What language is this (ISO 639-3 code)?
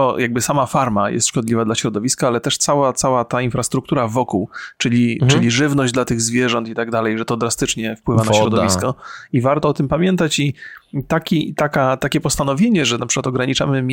pol